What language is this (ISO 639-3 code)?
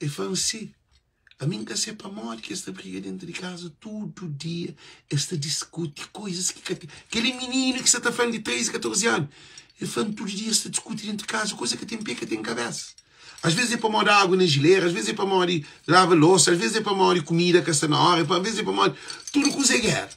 kea